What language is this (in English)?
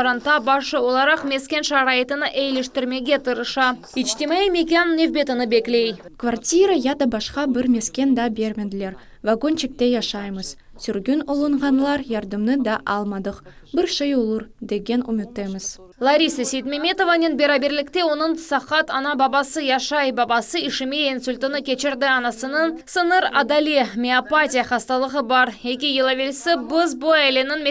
Crimean Tatar